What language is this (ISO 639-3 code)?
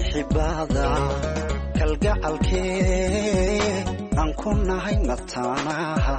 som